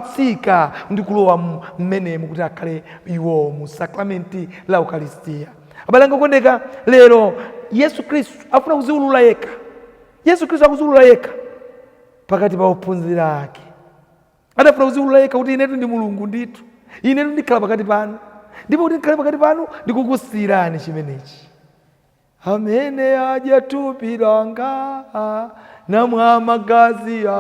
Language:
Nyanja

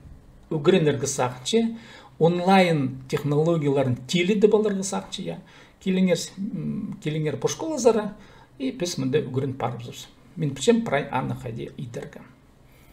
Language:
Khakas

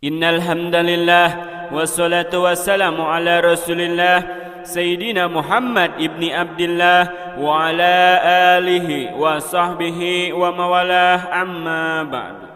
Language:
Sundanese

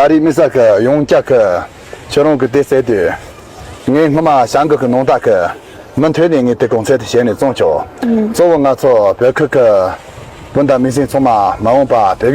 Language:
Tibetan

